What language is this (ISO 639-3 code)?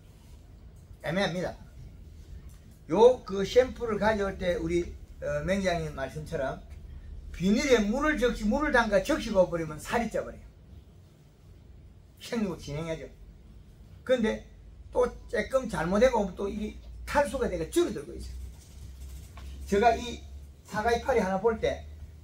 kor